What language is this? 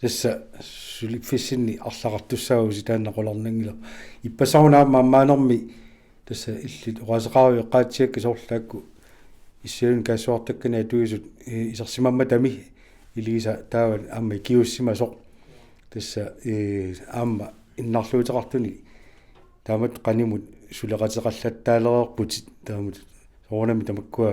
Kalaallisut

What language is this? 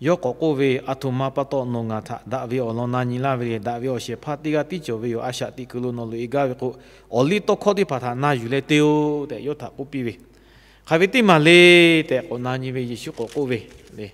Lahu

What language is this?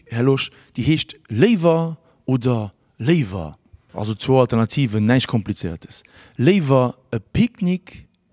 Luxembourgish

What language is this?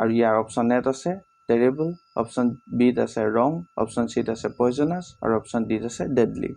Assamese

